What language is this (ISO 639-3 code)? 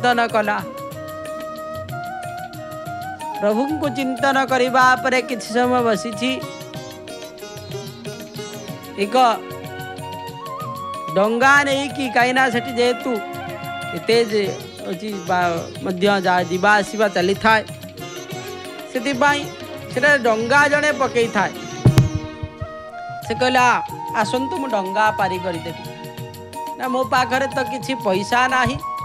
ori